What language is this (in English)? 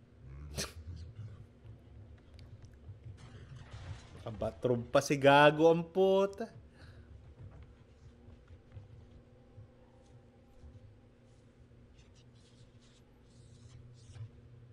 Filipino